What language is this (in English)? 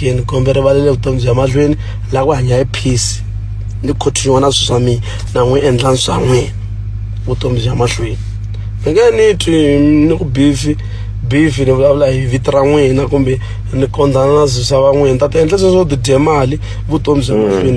Tsonga